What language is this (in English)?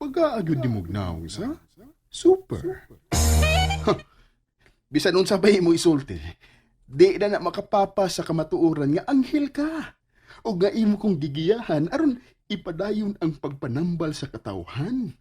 Cebuano